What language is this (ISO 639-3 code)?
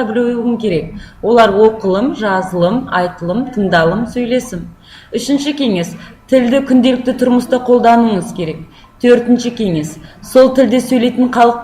kaz